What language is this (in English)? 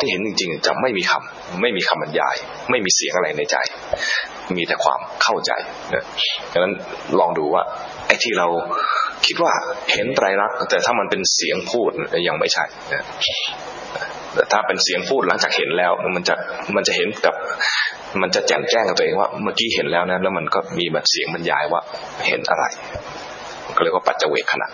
Thai